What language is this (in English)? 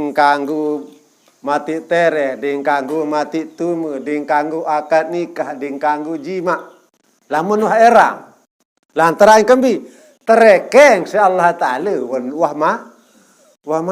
Sasak